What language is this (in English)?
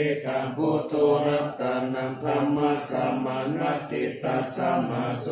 Pali